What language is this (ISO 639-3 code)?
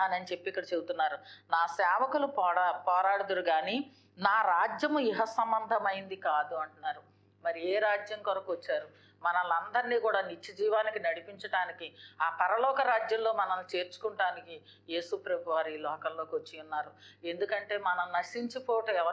tel